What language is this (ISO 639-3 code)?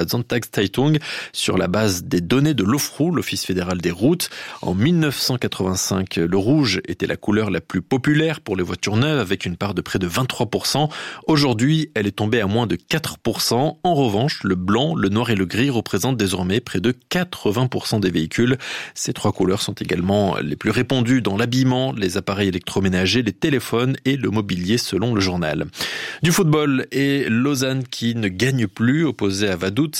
fra